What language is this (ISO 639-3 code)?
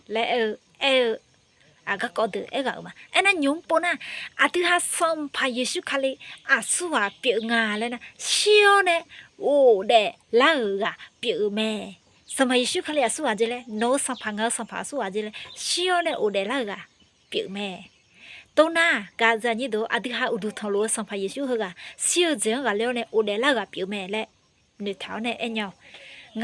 ahk